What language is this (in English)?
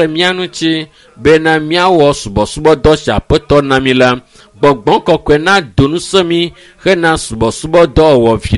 Ewe